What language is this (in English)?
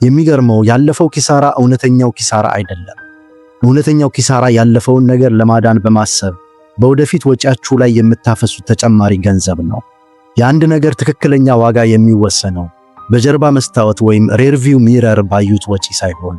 Amharic